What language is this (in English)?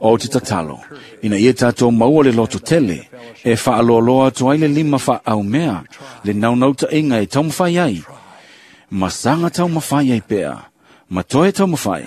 Samoan